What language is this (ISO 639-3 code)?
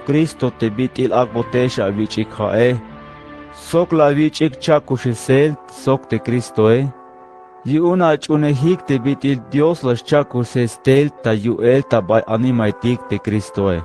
tzh